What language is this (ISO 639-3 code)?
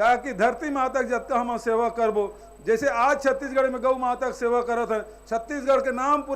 hne